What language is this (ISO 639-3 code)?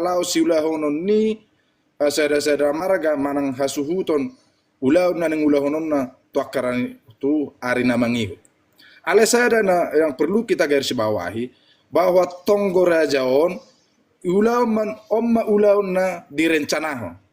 bbc